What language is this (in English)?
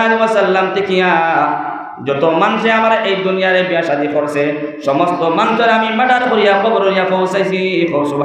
Sylheti